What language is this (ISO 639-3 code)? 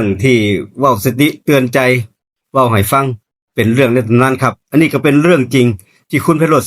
tts